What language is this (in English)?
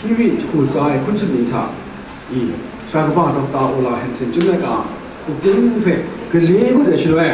Kachin